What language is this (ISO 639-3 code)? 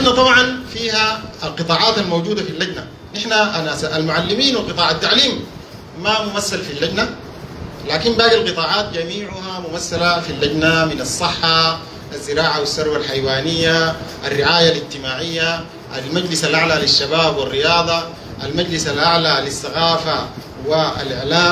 apd